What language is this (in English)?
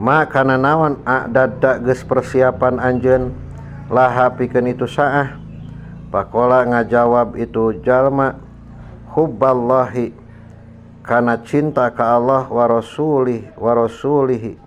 Sundanese